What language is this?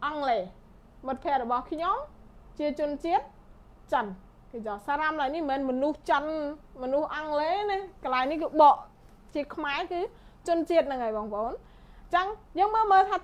Khmer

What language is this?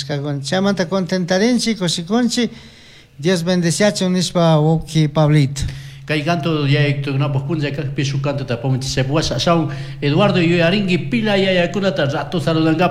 Chimborazo Highland Quichua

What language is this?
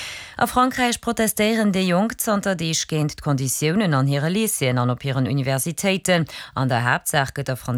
Luxembourgish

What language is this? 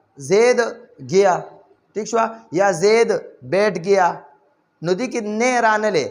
Pashto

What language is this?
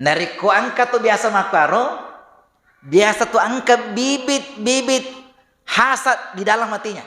Buginese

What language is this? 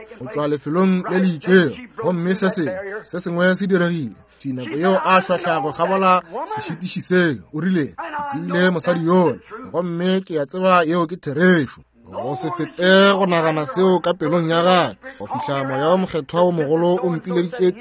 Northern Sotho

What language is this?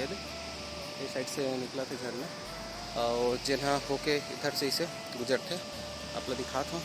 Chhattisgarhi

